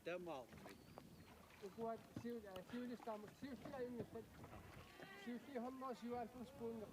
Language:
Kalaallisut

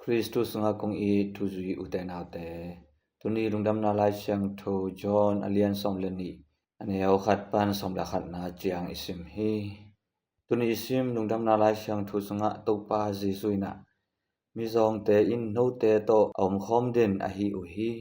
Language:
Tedim Chin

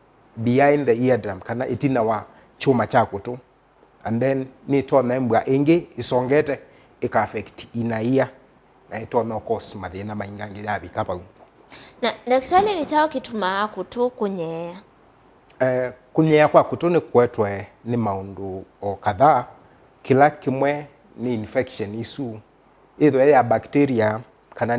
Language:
Kamba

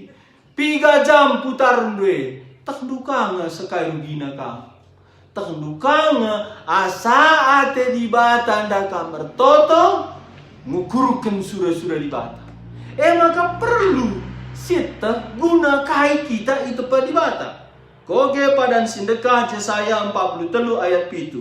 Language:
Batak Karo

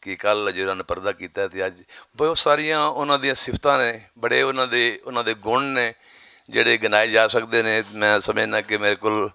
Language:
Western Panjabi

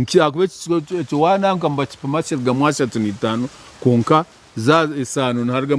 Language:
Nyankole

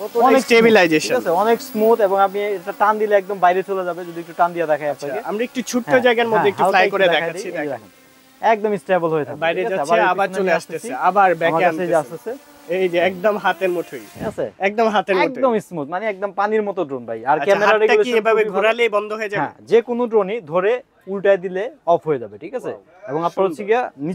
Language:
Bangla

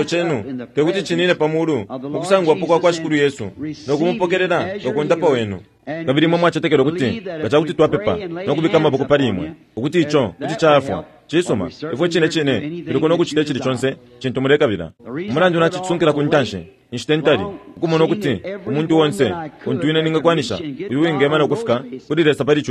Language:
Bemba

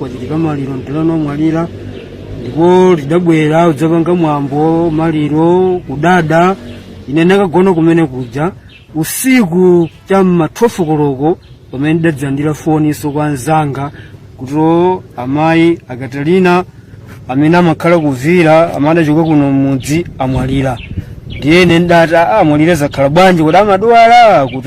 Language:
Nyanja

